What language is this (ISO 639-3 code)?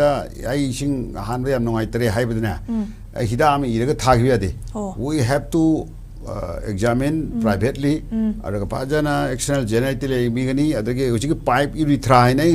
mni